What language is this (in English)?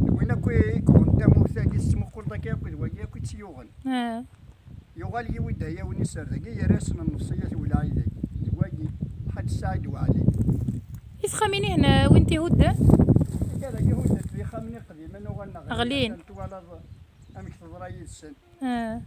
Kabyle